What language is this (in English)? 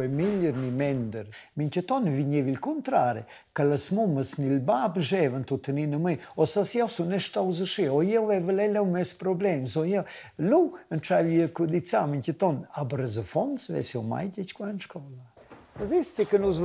Romansh